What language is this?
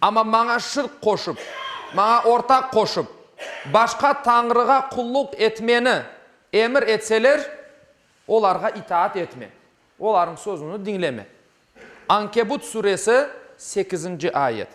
Crimean Tatar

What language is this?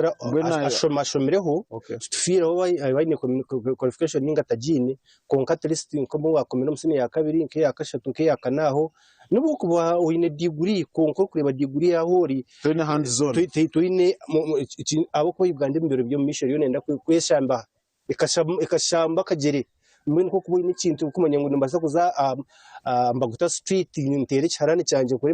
Nyankole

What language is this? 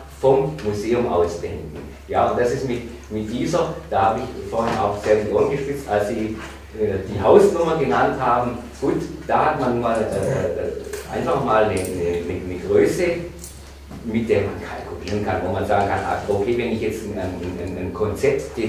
German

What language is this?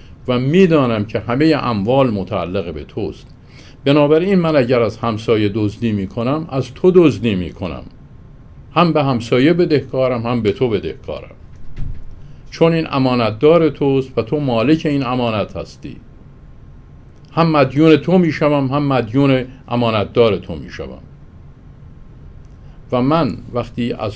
Persian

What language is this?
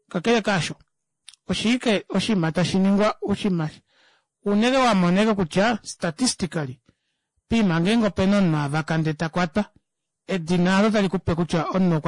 Kuanyama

